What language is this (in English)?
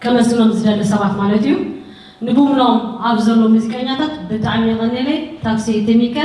Tigrinya